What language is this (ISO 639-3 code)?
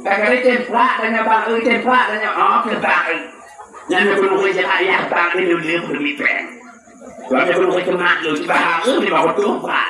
ace